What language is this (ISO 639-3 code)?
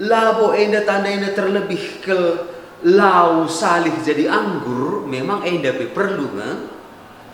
btx